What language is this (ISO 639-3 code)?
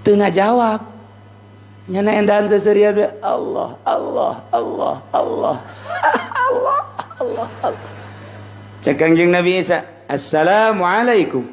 sun